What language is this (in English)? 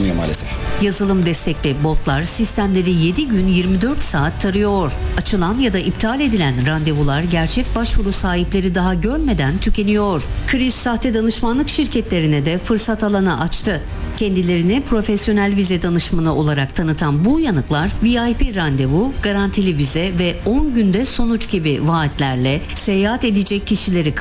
Turkish